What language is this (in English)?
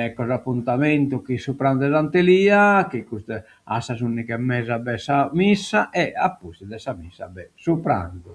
Sardinian